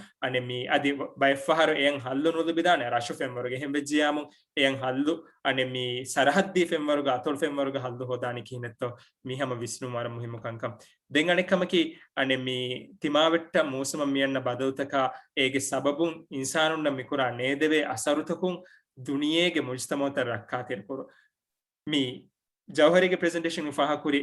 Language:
Divehi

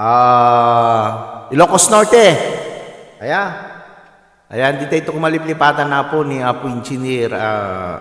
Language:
Iloko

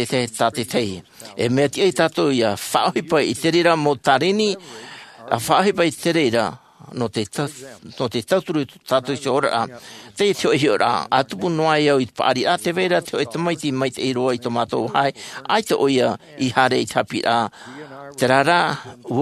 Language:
Tahitian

